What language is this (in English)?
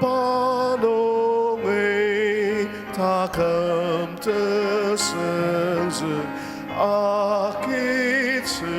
Ao Naga